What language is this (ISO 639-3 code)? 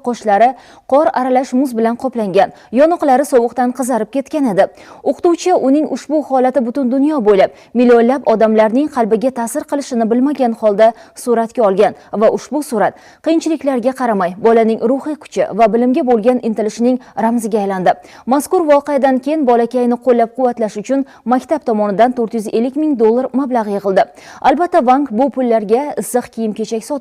uzb